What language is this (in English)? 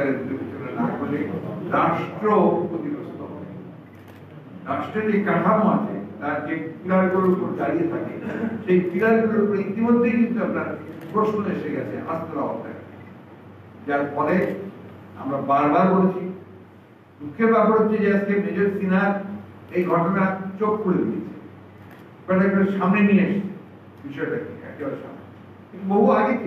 Bangla